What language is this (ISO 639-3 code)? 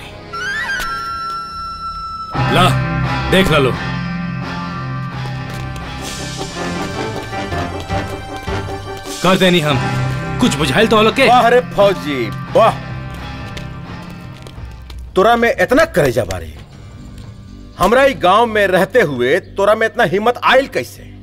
bho